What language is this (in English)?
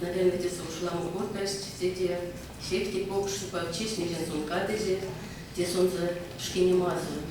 Erzya